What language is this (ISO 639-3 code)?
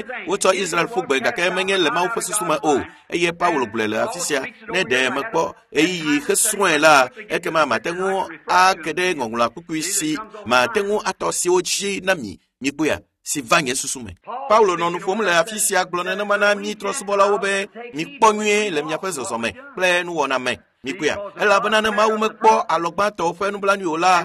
ewe